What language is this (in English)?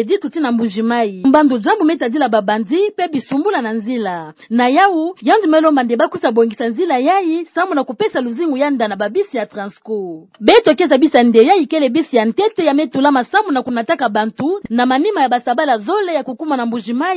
Kituba (Democratic Republic of Congo)